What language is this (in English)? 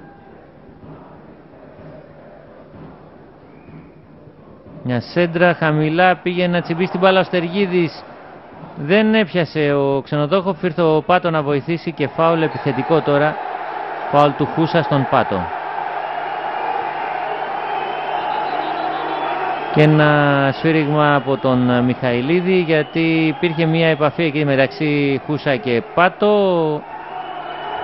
Greek